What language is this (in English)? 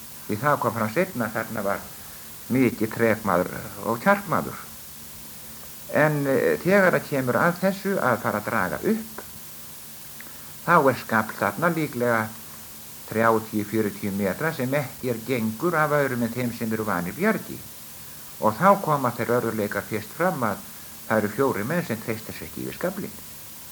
Icelandic